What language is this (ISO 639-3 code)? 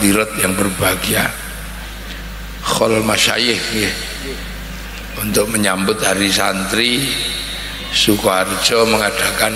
ind